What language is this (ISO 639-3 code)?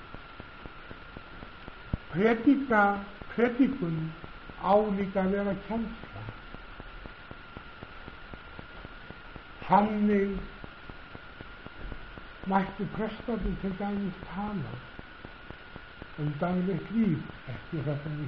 isl